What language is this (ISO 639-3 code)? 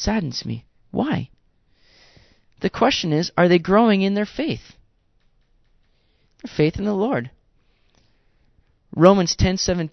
eng